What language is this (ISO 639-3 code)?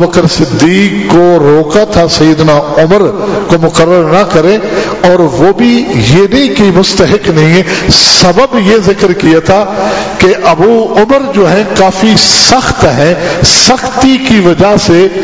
urd